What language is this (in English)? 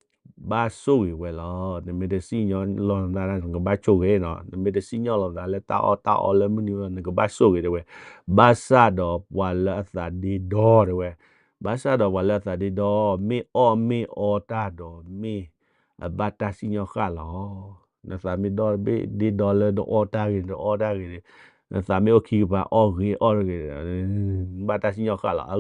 S'gaw Karen